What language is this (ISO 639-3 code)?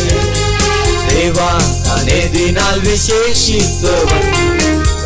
tam